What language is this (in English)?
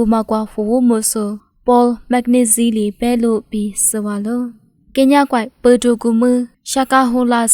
Lisu